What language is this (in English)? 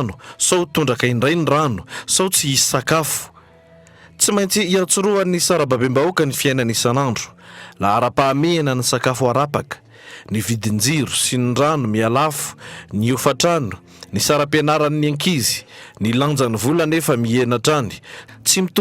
Malagasy